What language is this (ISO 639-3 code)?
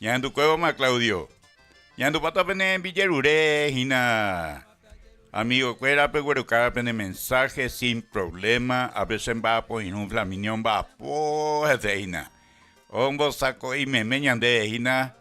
grn